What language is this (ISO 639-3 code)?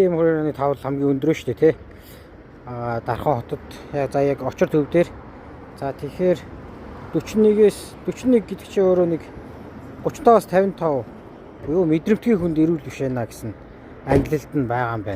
mon